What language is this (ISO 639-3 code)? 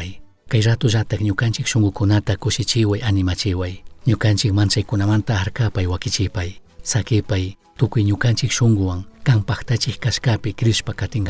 qug